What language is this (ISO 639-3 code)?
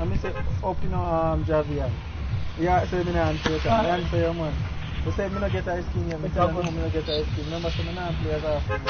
jam